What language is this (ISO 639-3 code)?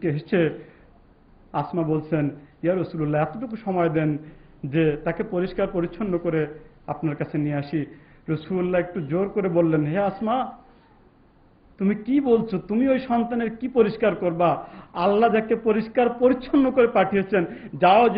ben